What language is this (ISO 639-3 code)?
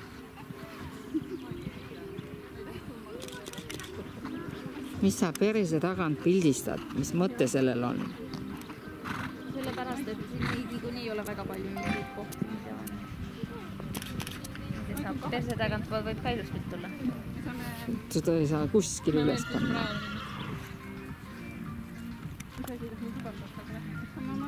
est